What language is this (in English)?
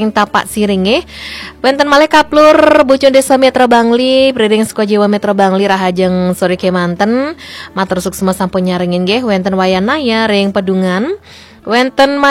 Balinese